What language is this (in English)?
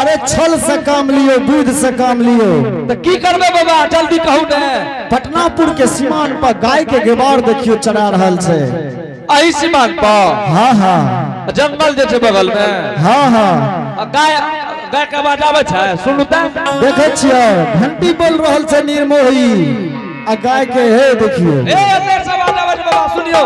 Angika